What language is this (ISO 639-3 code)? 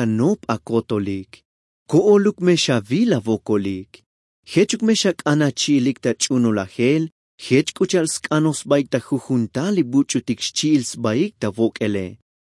tzo